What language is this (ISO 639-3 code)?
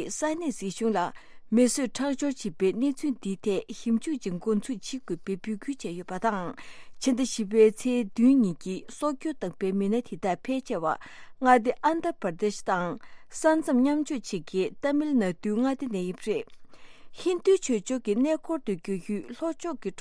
bod